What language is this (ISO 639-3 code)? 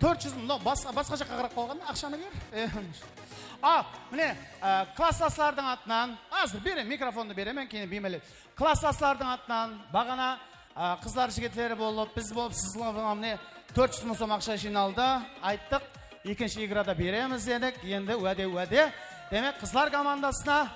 kaa